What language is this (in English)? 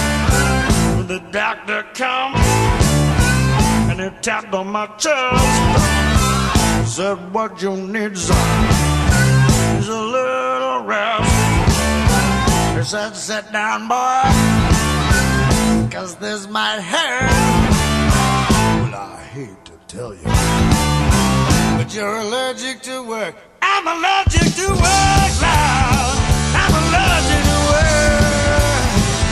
English